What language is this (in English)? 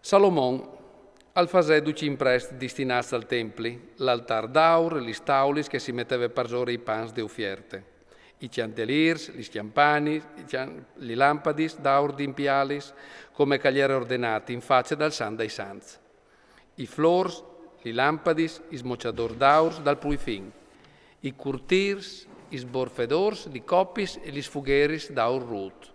Friulian